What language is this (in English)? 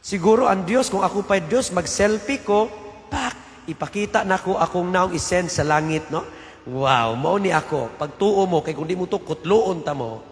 Cebuano